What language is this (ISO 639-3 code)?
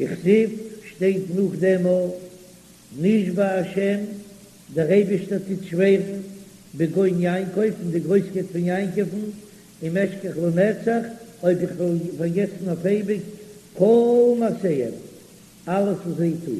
yid